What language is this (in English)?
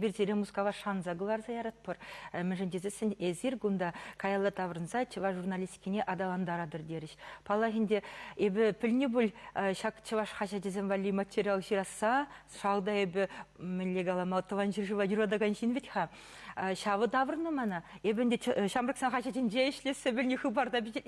Chuvash